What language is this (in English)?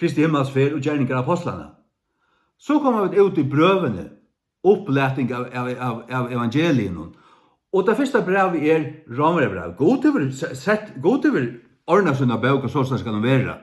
Faroese